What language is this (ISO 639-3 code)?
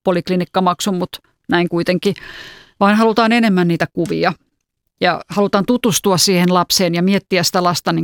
fin